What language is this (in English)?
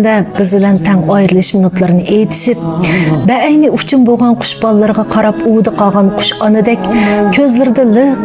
Uyghur